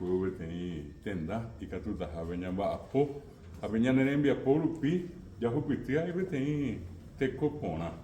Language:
Guarani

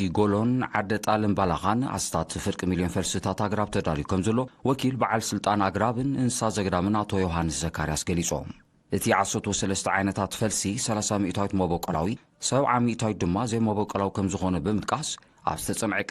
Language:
Tigrinya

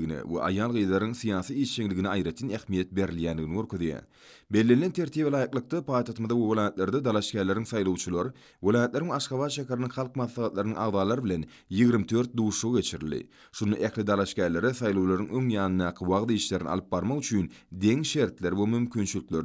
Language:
Turkmen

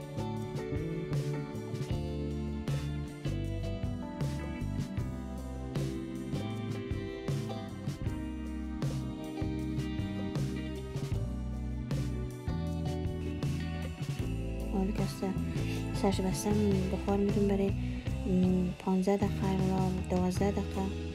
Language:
Persian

